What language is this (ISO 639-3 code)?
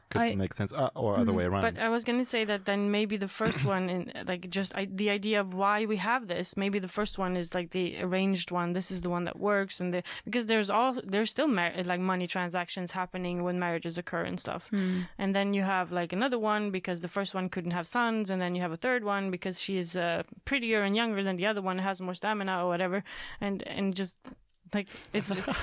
eng